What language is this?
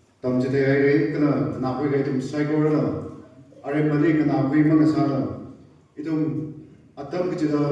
Tangkhul Naga (India)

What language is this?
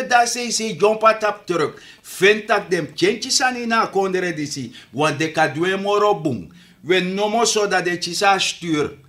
Sranan Tongo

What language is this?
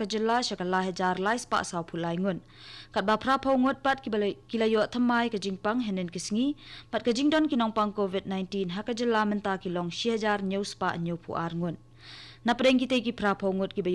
Khasi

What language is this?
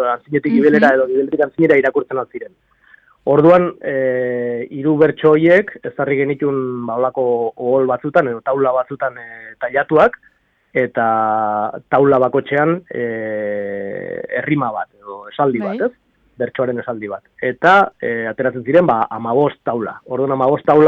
Basque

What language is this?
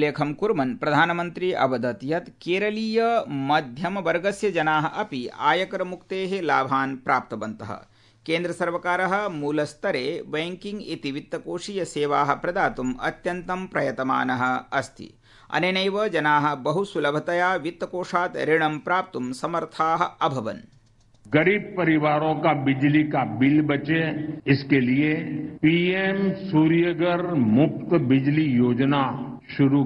Sanskrit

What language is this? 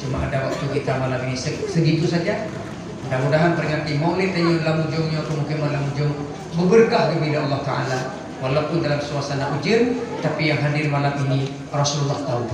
Achinese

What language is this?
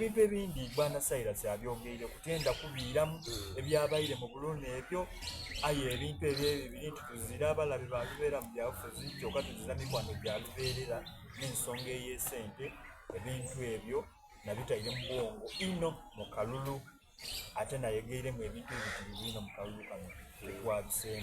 Soga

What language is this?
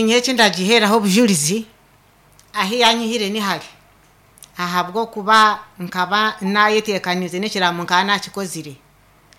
Nyankole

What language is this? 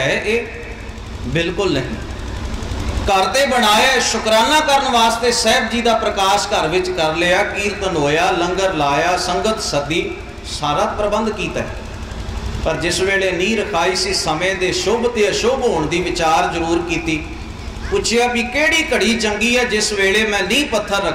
Punjabi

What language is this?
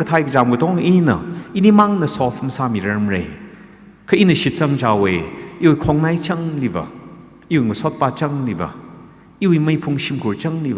Tangkhul Naga (India)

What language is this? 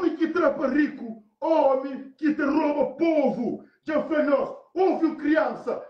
Kabuverdianu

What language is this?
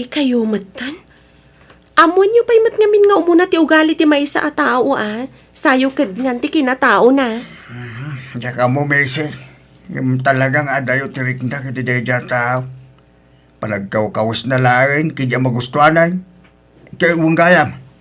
Iloko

